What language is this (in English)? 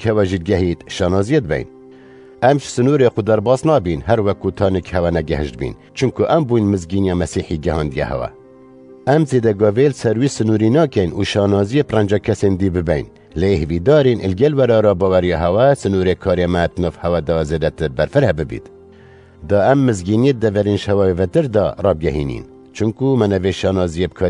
Kurdish